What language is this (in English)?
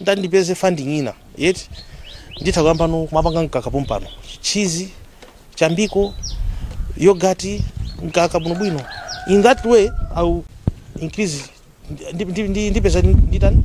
Nyanja